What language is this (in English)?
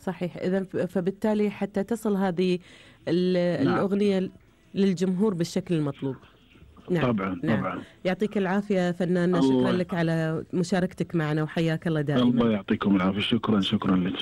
Gulf Arabic